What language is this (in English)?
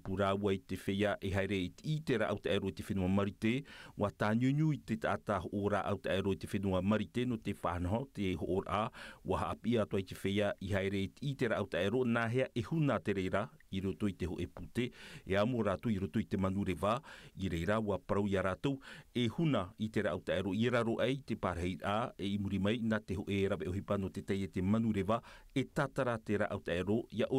Tahitian